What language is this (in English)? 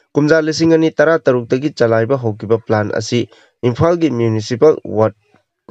Manipuri